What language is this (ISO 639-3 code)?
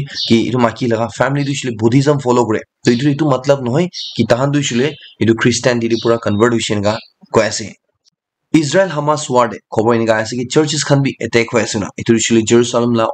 nag